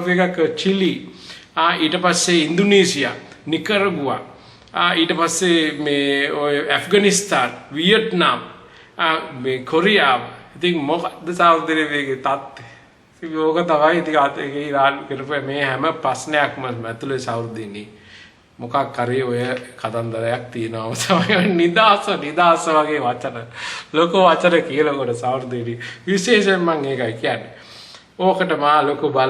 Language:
Sinhala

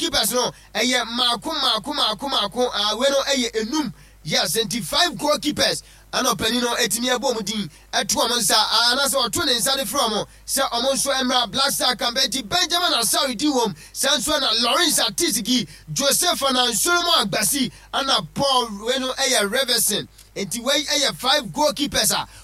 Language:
Akan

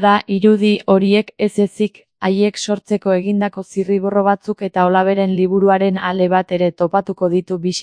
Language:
Basque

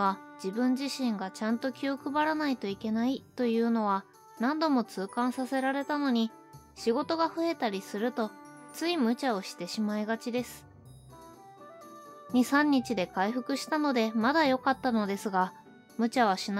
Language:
Japanese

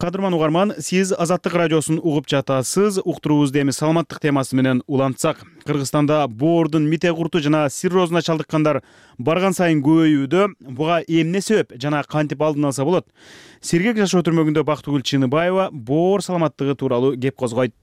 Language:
Kyrgyz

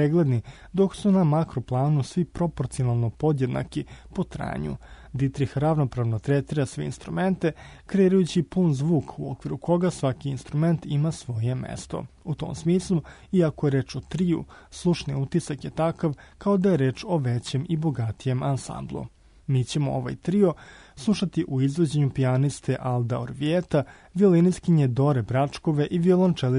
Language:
Serbian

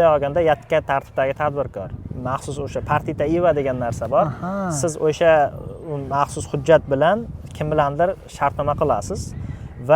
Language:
Uzbek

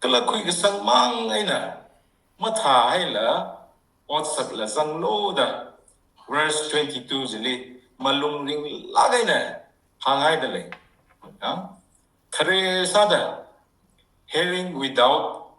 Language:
Tangkhul Naga (India)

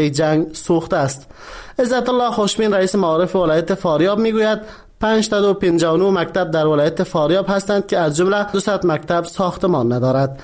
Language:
Persian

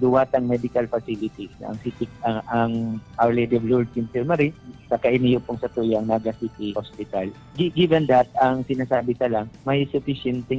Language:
Bikol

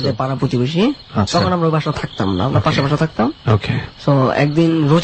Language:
Bangla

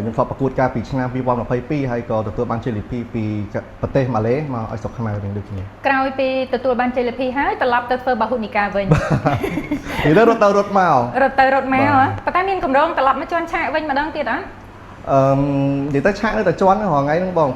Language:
Khmer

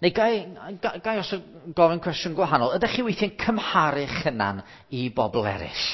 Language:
Welsh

